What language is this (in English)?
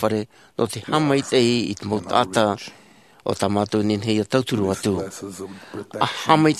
Tahitian